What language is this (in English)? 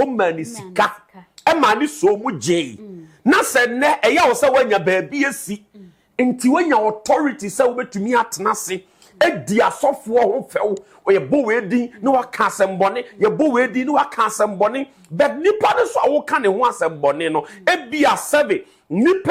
Akan